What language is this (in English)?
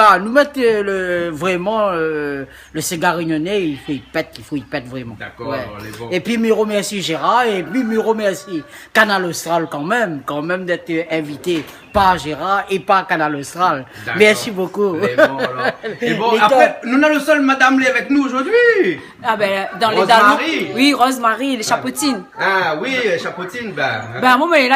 Réunion Creole French